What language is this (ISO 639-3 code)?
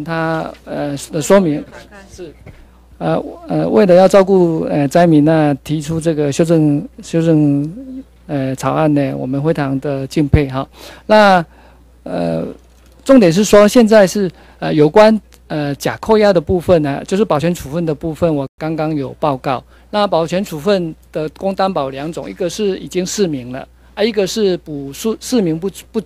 zho